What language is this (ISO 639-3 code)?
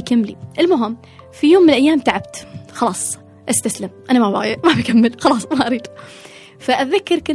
afb